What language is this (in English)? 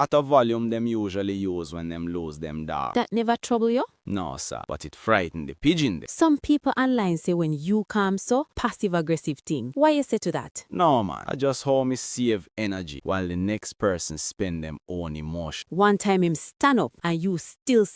Jamaican Creole English